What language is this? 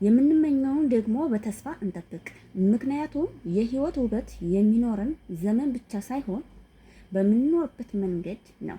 Amharic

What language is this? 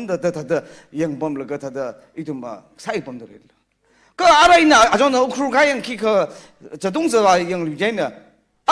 Tangkhul Naga (India)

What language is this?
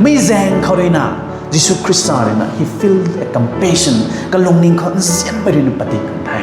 Rongmei Naga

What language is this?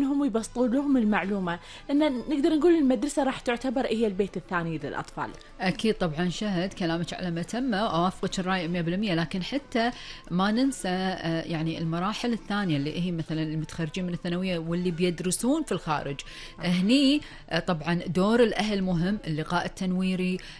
Gulf Arabic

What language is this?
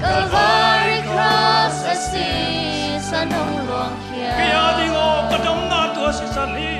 Tedim Chin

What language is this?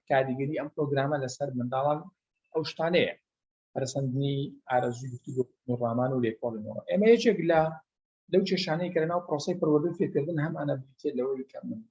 Central Kurdish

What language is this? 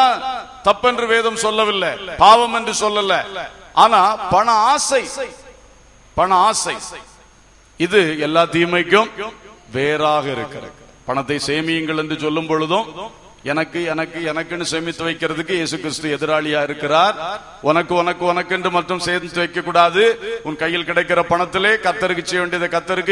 Tamil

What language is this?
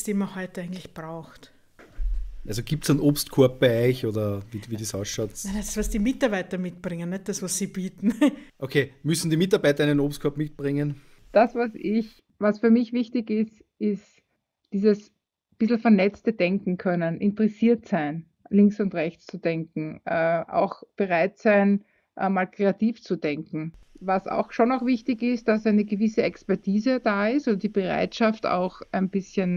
German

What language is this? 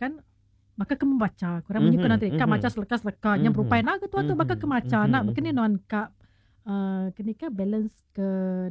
Iban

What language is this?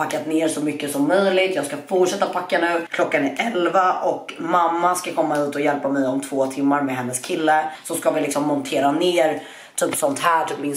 Swedish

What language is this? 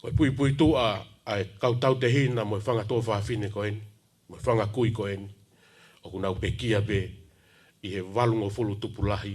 Tongan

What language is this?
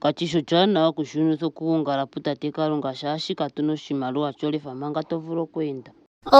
Ndonga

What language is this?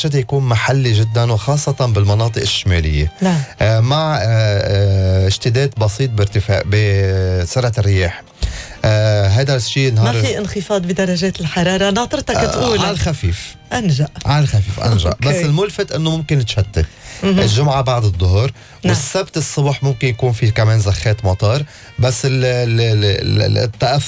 North Levantine Arabic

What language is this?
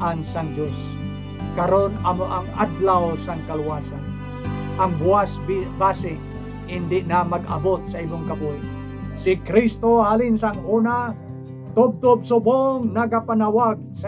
Hiligaynon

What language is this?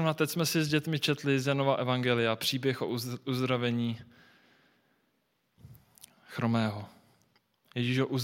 Czech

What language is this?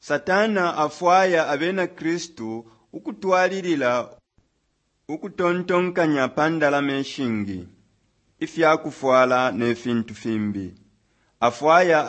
Bemba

